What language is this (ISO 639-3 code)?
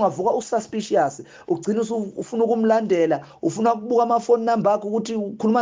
zul